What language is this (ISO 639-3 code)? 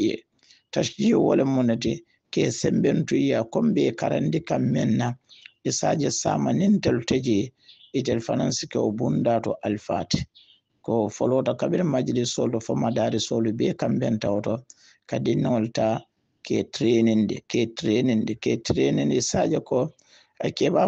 hau